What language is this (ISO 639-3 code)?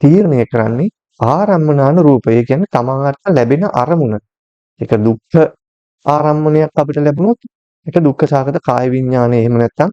sin